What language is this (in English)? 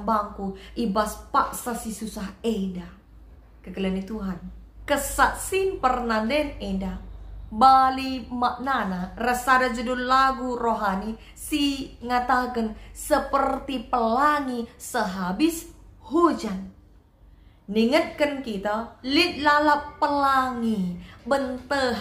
Batak Karo